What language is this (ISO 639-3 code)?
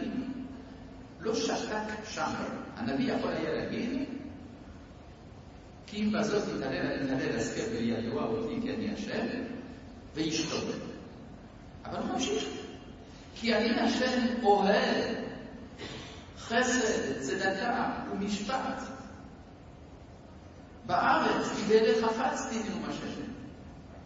heb